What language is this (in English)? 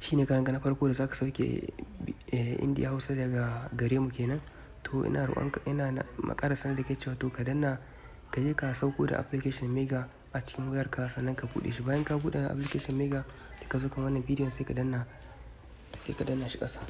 Hausa